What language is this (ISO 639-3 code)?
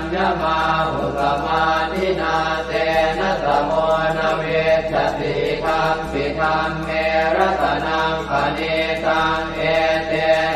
pli